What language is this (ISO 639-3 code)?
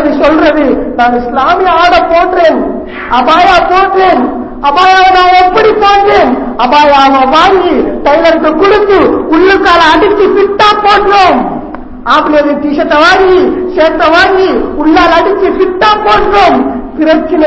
tam